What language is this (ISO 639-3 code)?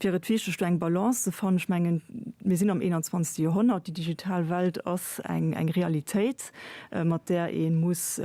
ltz